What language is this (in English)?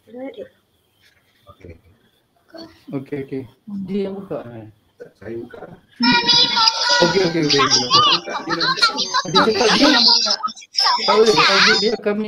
Malay